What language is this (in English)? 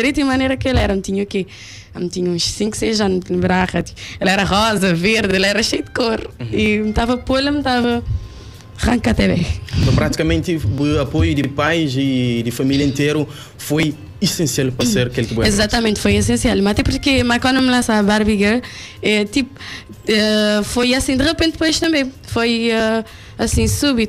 Kabuverdianu